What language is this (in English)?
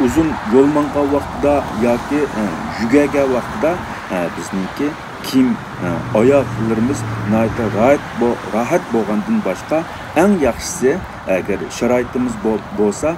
Uyghur